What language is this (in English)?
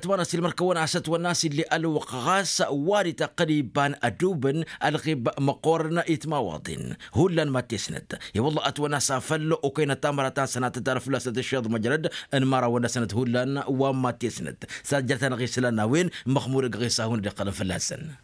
Tamasheq